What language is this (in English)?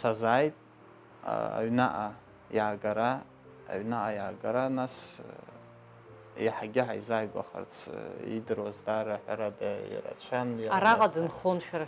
Abkhazian